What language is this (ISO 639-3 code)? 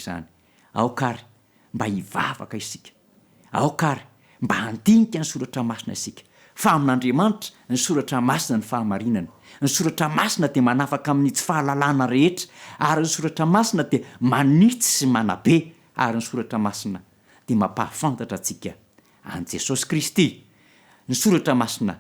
mlg